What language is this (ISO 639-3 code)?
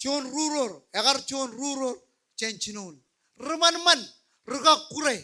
mah